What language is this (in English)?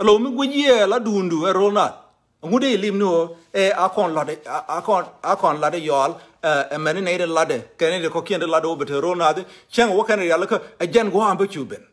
Nuer